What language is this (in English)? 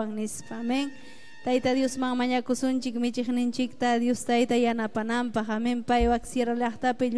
Ayacucho Quechua